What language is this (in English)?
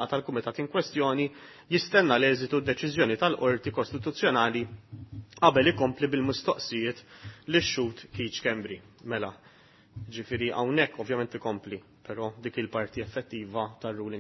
Maltese